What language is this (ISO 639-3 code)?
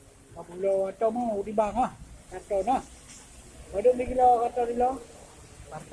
ace